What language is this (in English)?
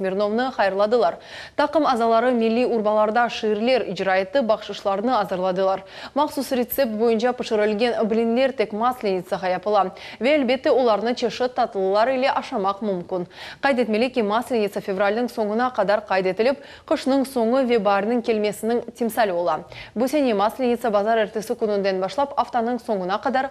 Crimean Tatar